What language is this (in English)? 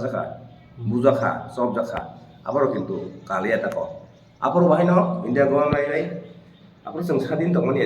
Kok Borok